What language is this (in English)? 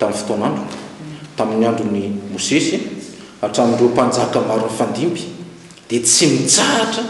Malagasy